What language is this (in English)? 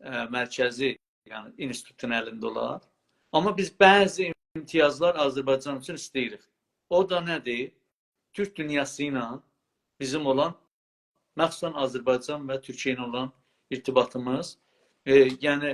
South Azerbaijani